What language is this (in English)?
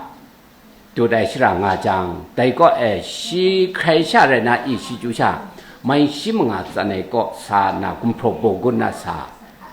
Kachin